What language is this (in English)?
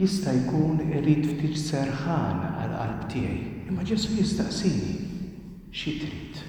Maltese